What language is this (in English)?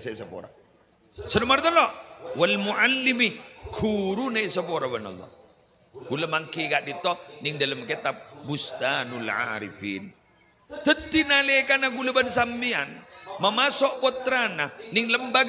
Madurese